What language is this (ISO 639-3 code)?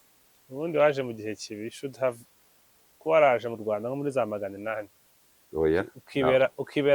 kin